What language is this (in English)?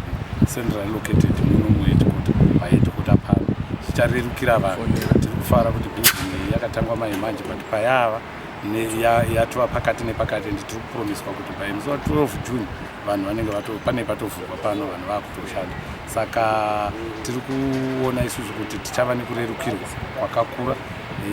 Shona